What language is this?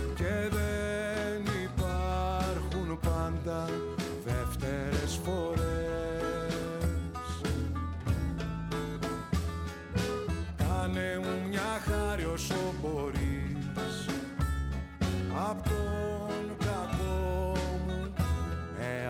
Greek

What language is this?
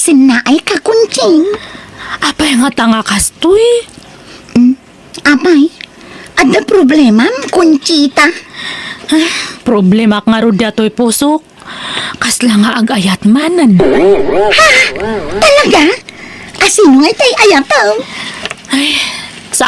Iloko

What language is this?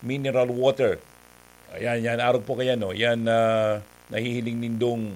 Bikol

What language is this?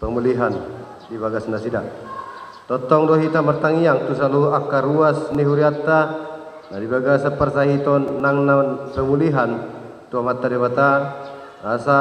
Batak Toba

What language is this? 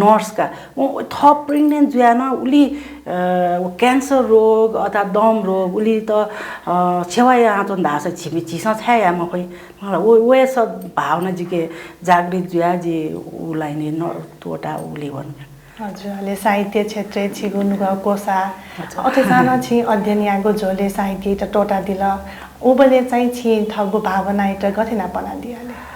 Newari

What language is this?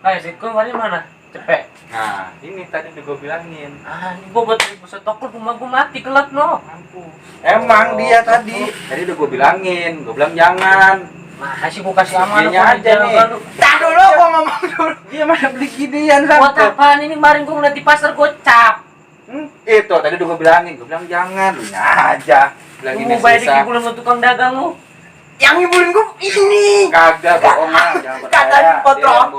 Betawi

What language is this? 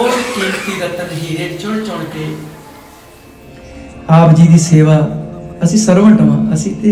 Punjabi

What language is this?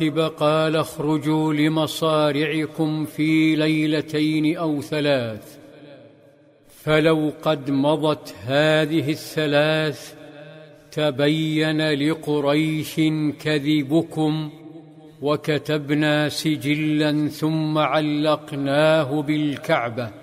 Arabic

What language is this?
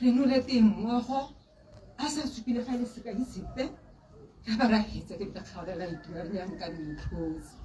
Tswana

